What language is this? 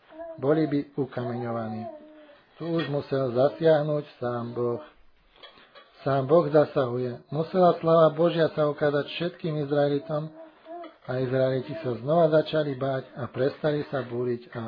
Slovak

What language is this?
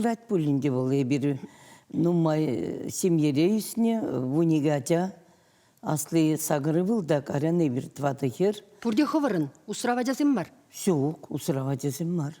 Chuvash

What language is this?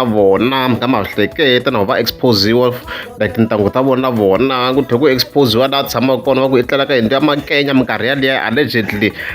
Tsonga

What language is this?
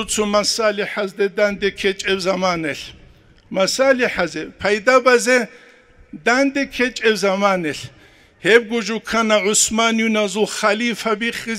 Avaric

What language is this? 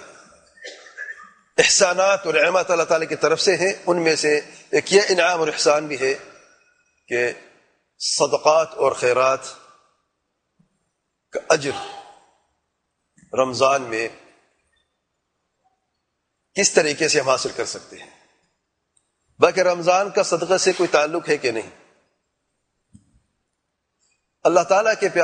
Urdu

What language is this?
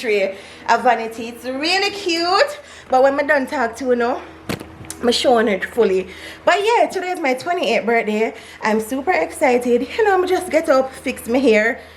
Jamaican Creole English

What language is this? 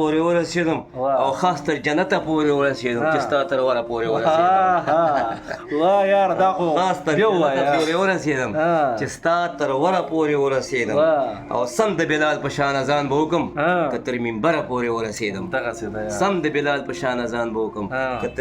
Pashto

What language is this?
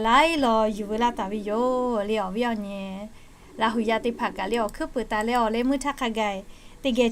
Lahu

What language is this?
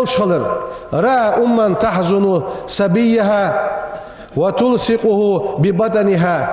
Ingush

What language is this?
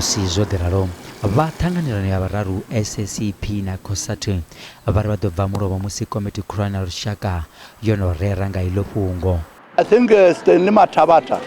Venda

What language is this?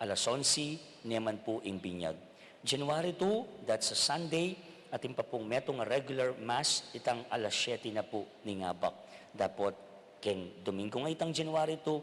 Pampanga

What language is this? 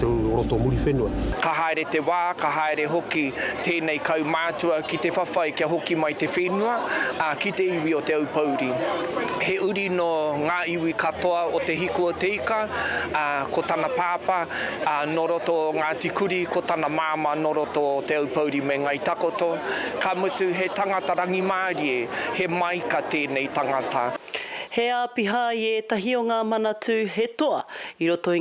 Māori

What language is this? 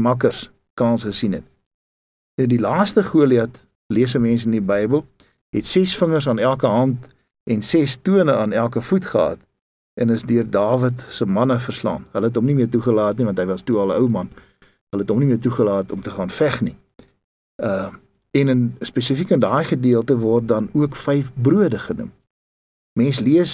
Afrikaans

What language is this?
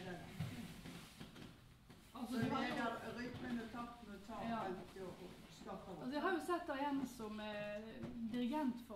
Norwegian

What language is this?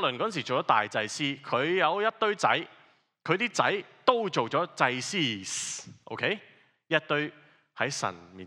Cantonese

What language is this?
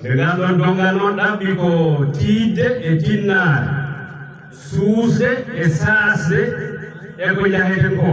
Fula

